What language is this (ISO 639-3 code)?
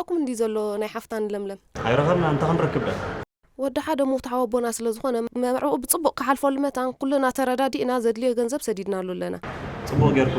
tir